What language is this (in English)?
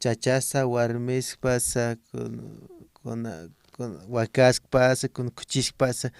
Aymara